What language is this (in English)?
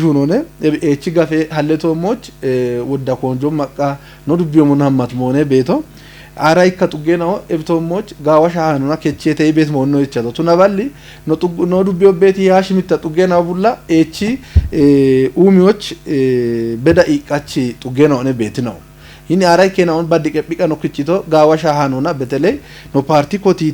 Kafa